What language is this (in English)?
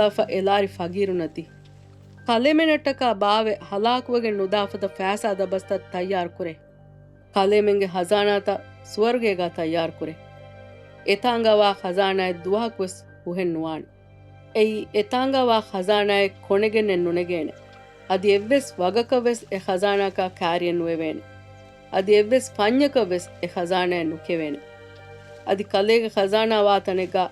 Divehi